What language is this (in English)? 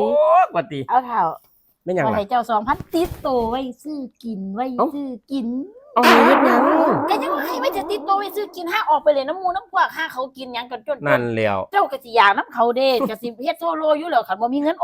Northeastern Thai